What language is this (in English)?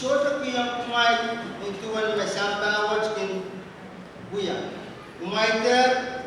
Pohnpeian